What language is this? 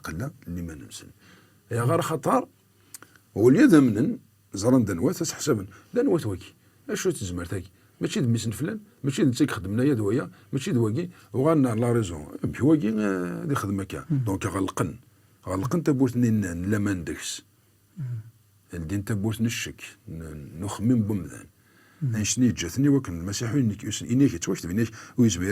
Kabyle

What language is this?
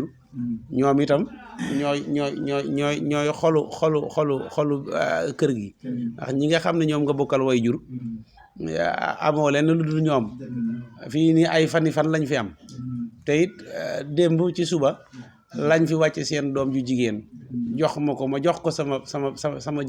Wolof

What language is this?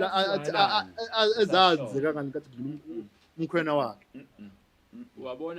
Zulu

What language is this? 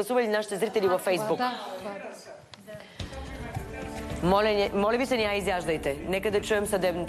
Bulgarian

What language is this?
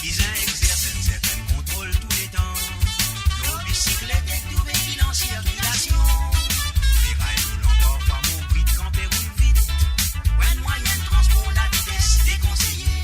Morisyen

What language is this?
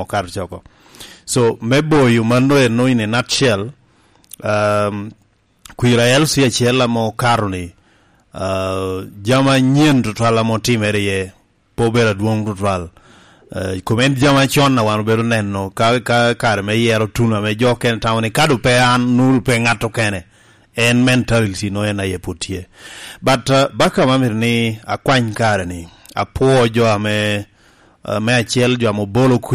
Lango (Uganda)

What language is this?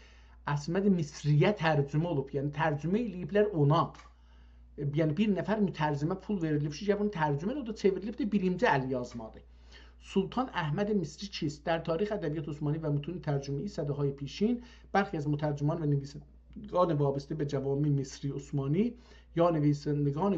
South Azerbaijani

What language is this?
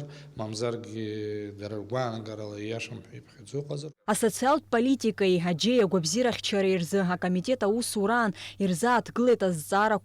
Abkhazian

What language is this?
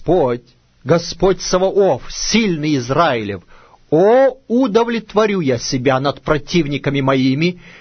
Russian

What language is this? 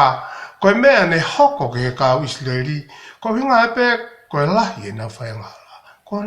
Tongan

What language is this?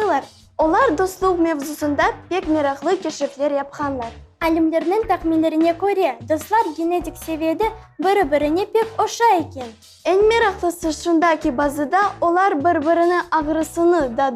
Crimean Tatar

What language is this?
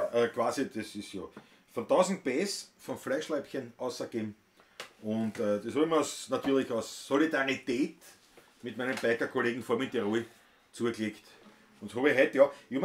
Bavarian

